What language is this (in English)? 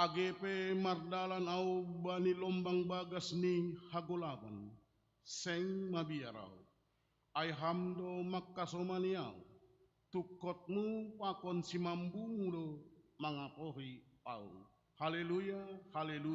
Batak Simalungun